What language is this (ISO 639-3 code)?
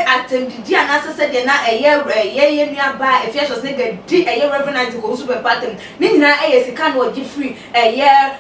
aka